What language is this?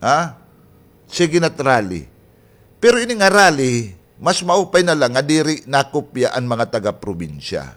Waray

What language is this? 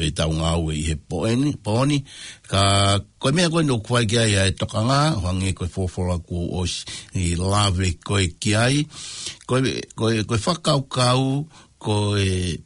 Tongan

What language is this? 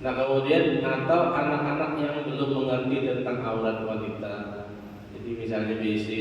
Banjar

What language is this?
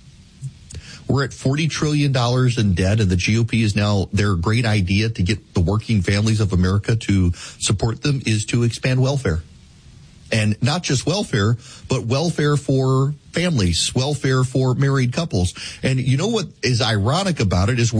English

